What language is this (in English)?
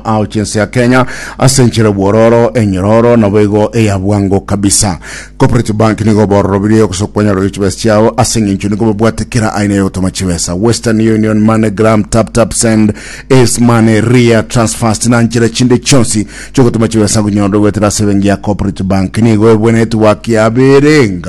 Gusii